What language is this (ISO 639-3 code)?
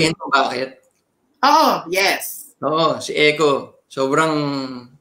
fil